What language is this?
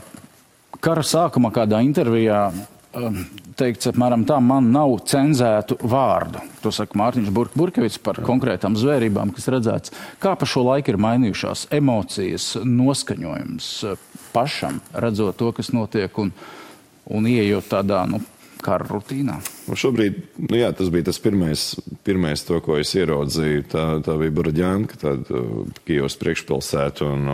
Latvian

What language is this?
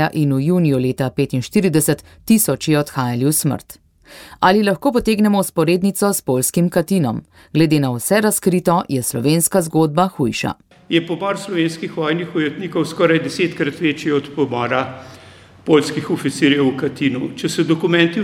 Slovenian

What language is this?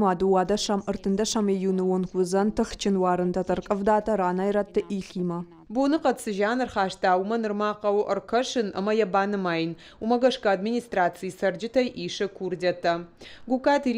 Ossetic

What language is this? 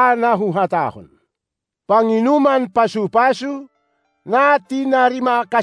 Batak Simalungun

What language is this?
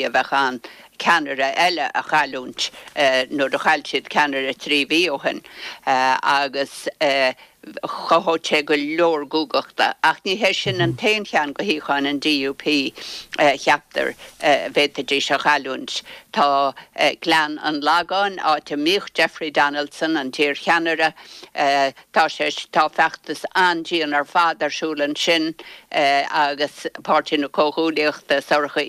Irish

